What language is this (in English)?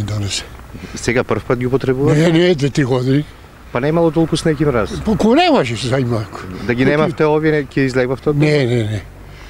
Macedonian